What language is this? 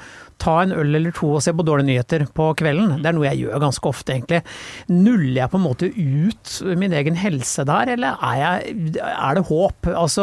Norwegian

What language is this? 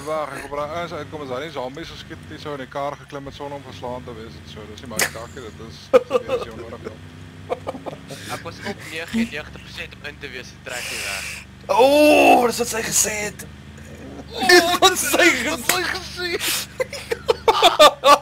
Afrikaans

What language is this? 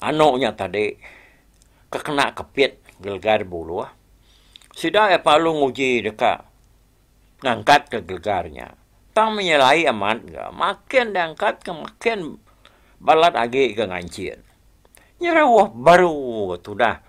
Iban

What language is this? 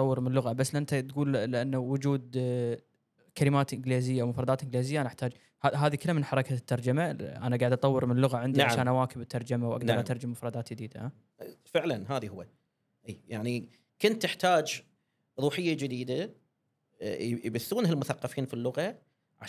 Gulf Arabic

